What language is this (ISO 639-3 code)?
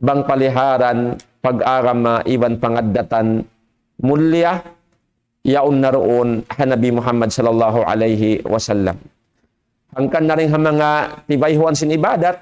tsg